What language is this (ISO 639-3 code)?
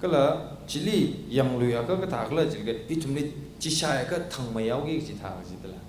nmf